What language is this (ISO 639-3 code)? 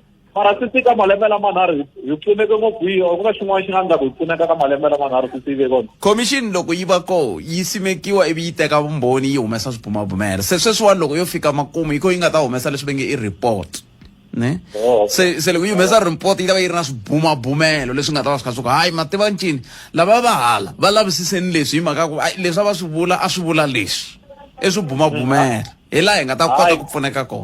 tso